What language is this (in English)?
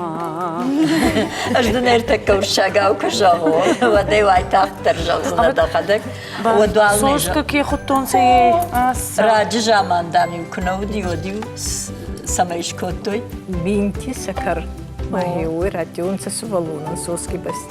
Ossetic